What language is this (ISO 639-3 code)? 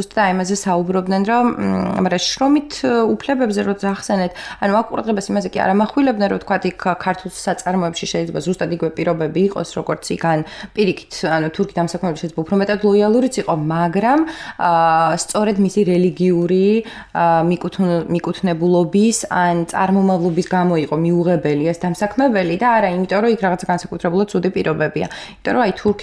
kat